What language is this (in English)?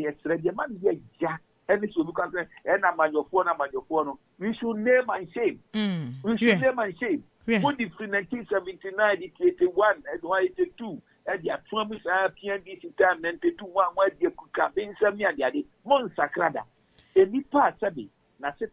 Akan